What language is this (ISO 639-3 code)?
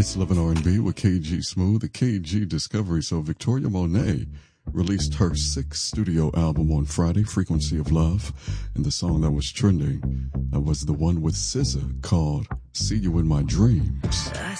eng